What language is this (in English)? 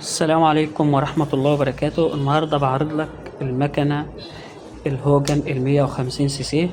Egyptian Arabic